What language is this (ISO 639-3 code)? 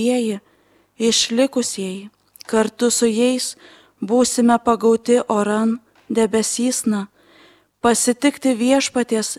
lit